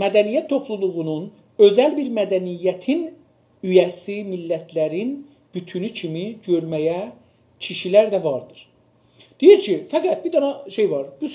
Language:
South Azerbaijani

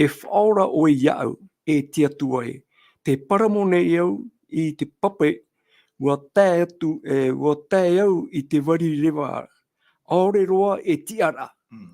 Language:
Tahitian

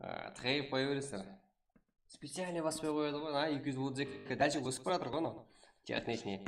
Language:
Kara-Kalpak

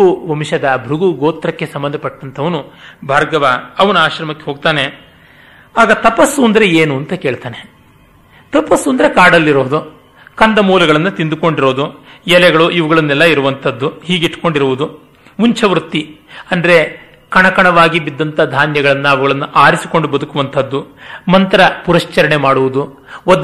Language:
Kannada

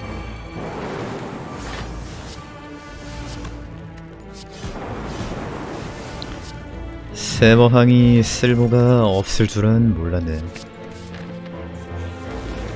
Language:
Korean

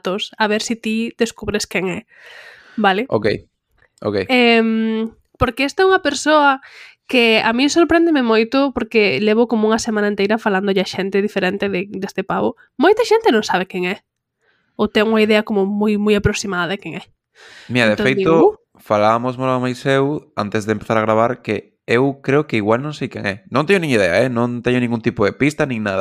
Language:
Galician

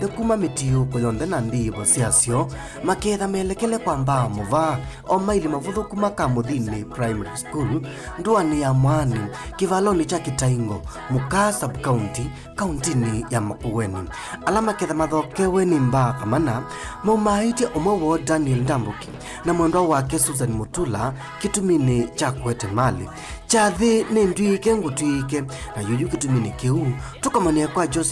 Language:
Kamba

